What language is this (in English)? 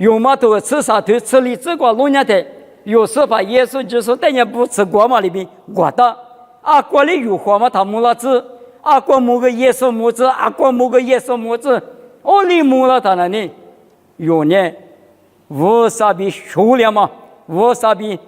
Lisu